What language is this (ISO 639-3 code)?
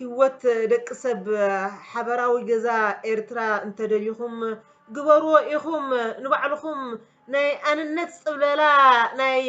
tir